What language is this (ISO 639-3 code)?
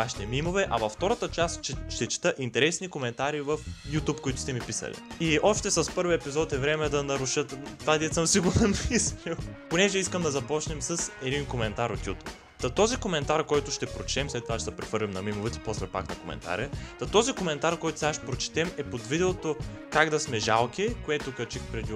bul